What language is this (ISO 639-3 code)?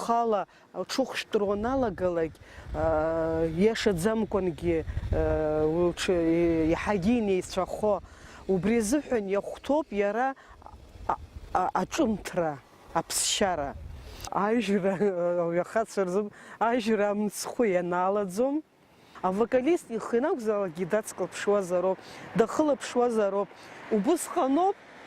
abk